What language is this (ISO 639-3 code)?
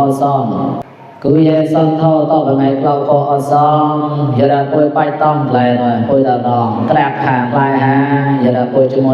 mnw